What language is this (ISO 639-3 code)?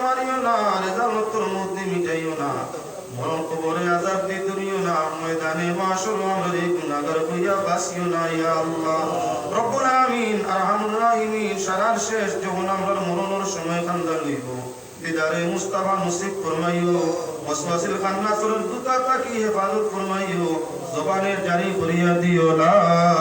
syl